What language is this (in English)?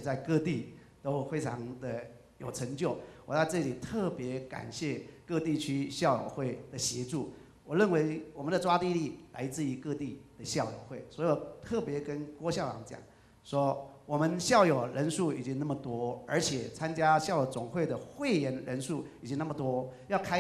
Chinese